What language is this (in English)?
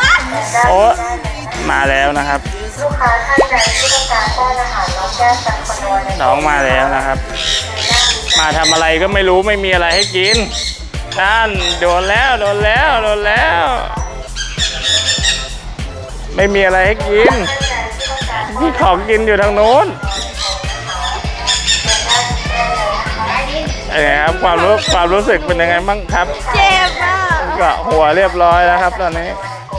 Thai